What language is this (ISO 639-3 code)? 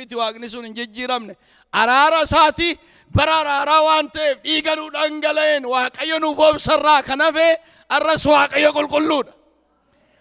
orm